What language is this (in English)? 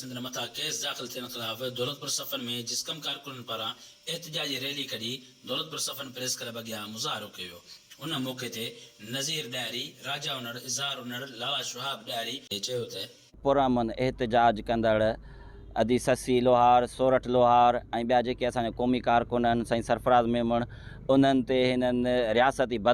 Sindhi